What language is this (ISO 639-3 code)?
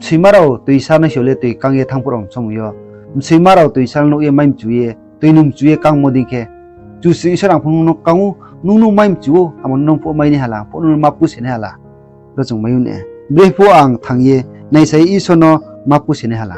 ria